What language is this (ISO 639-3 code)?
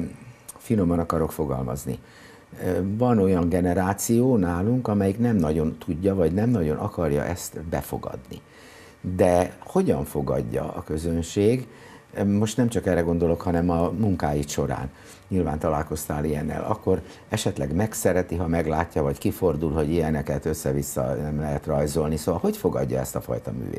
hun